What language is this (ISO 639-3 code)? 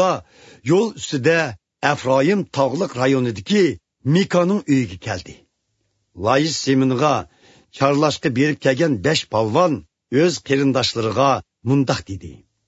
uig